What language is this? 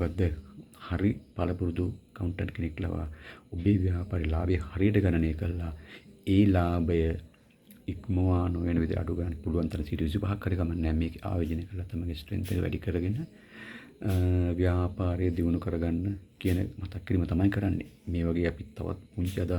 Sinhala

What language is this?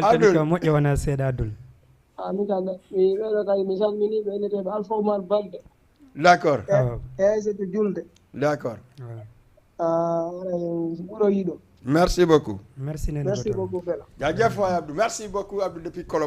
Fula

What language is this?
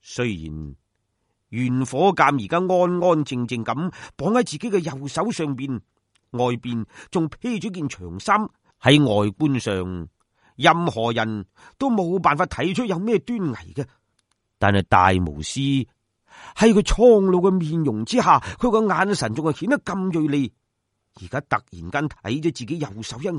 Cantonese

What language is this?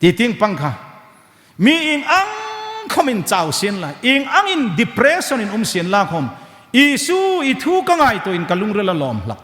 Hmar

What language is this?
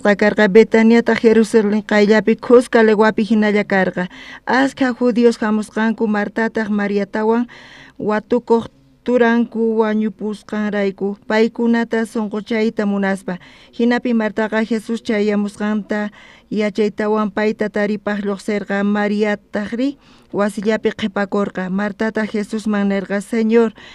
South Bolivian Quechua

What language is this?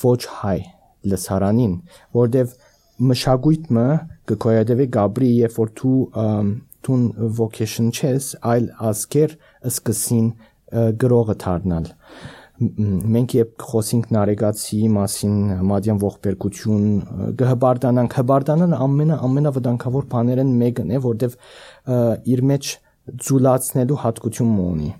Armenian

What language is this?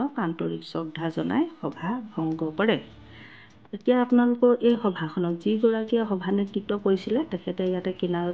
Assamese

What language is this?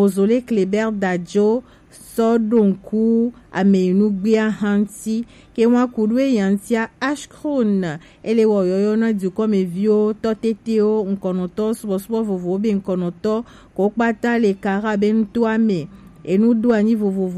Gen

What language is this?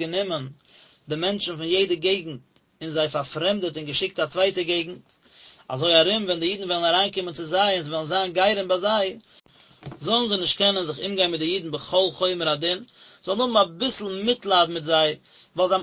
Yiddish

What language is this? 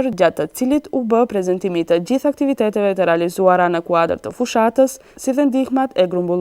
Albanian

